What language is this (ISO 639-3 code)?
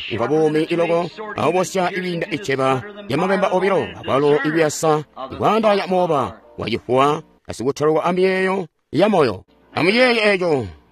toi